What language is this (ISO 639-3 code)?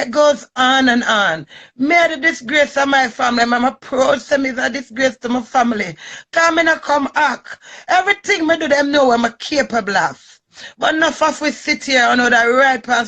jam